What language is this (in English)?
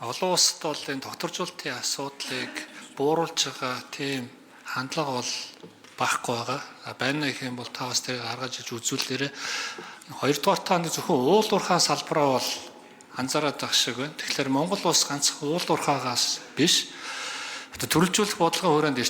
Mongolian